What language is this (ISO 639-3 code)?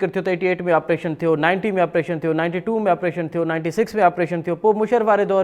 snd